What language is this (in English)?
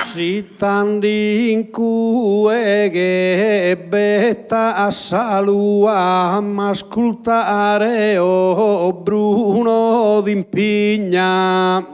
Sardinian